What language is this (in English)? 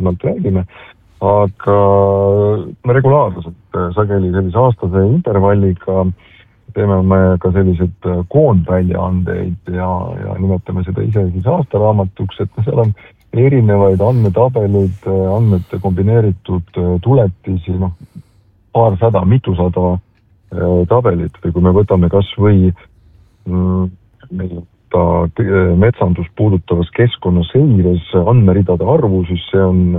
Estonian